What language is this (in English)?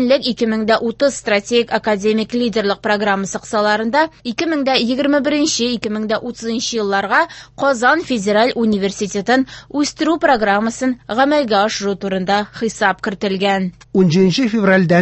Tatar